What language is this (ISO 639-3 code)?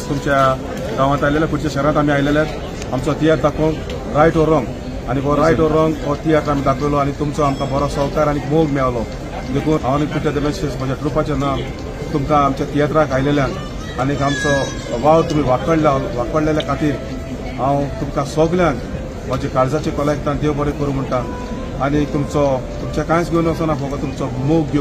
kok